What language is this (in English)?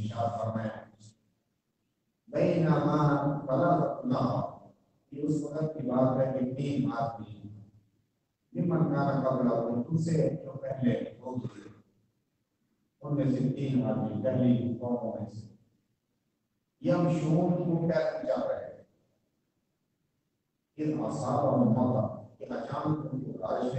Urdu